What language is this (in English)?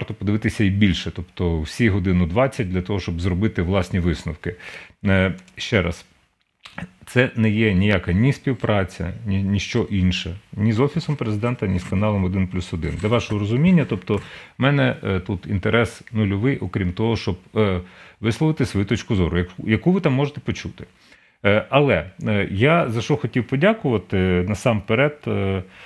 Ukrainian